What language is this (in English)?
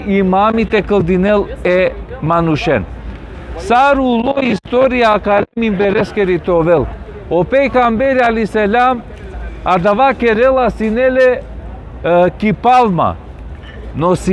Balkan Romani